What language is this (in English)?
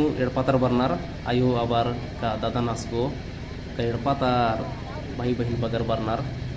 Kurukh